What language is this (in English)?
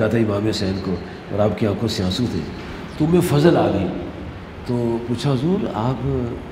Urdu